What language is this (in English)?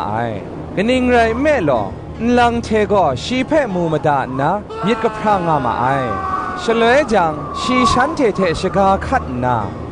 Kachin